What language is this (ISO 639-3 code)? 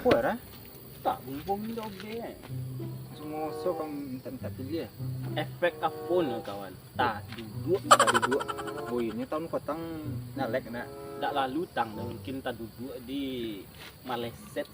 min